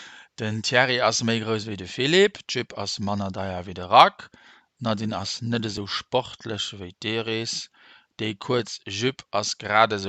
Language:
Luxembourgish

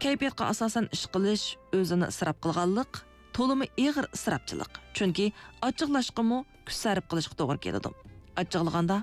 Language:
Uyghur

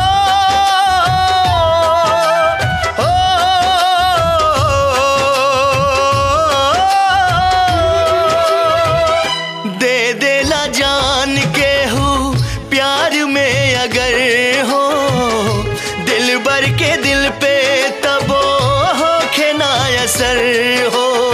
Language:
Bhojpuri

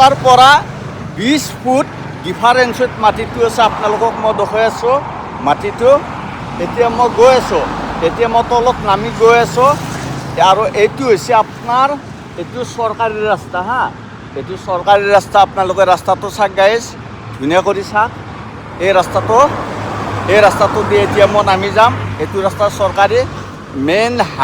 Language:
Assamese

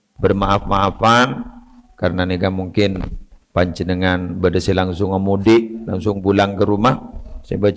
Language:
Madurese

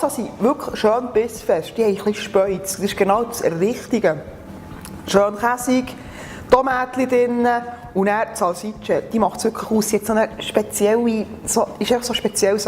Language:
Swiss German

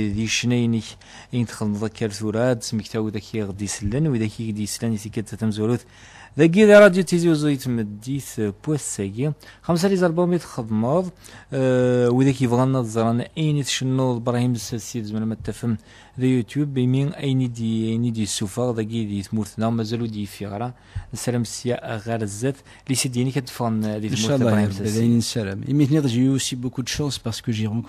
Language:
Kabyle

